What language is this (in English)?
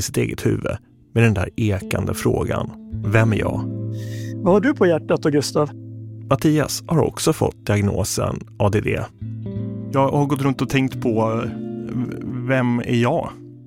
Swedish